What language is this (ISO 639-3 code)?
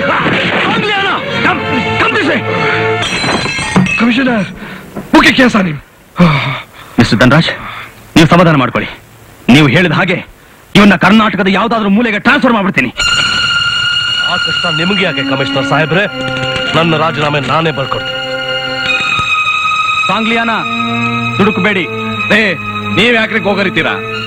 kan